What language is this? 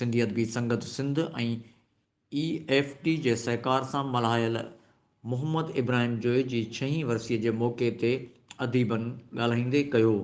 Sindhi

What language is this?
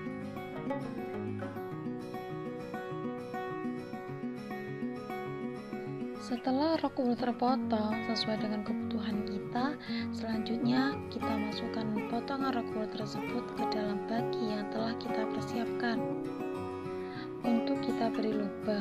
Indonesian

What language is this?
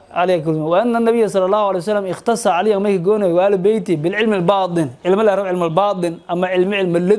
Somali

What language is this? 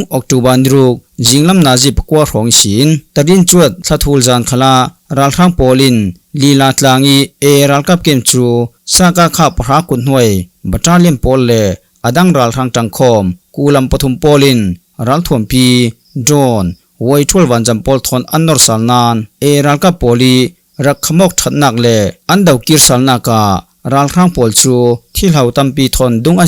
Falam Chin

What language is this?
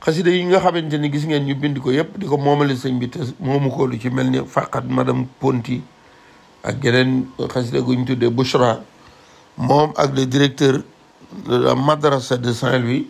Wolof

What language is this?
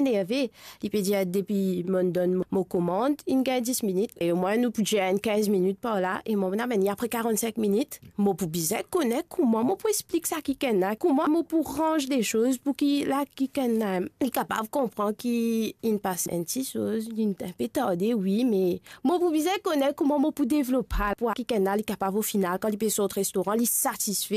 Morisyen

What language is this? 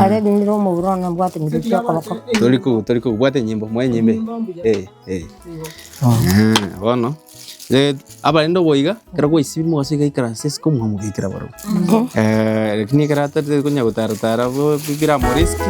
Gusii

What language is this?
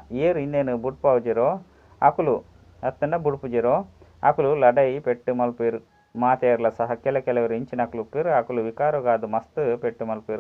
Tulu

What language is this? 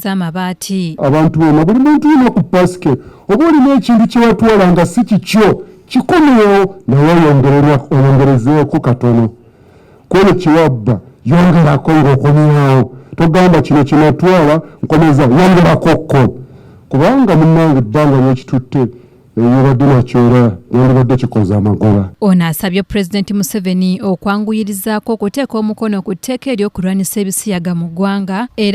Ganda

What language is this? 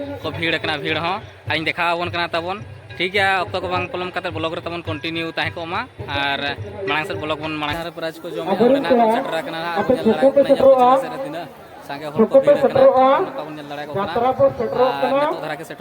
Santali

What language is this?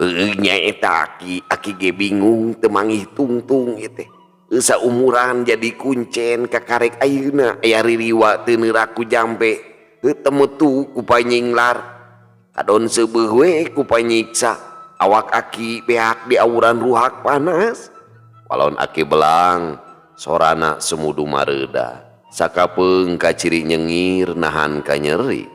Sundanese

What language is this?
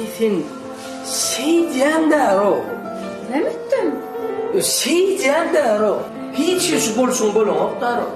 Turkmen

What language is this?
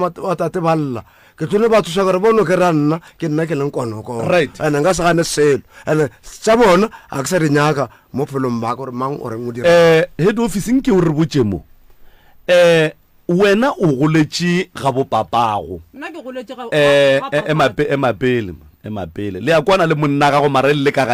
Northern Sotho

